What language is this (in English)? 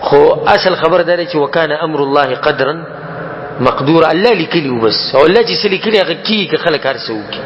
Pashto